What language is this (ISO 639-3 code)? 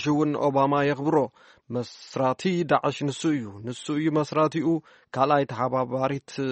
tir